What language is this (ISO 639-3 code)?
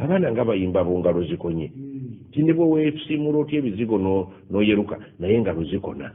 lug